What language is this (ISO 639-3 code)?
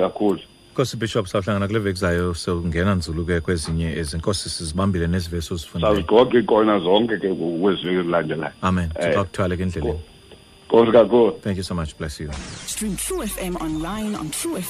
xho